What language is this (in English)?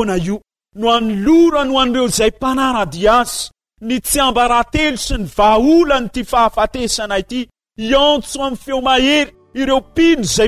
Malagasy